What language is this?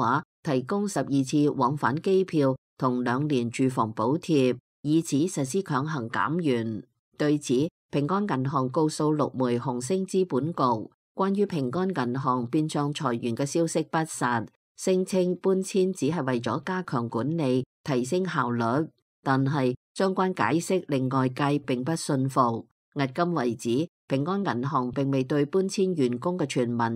Cantonese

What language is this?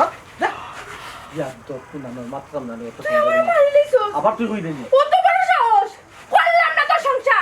Sylheti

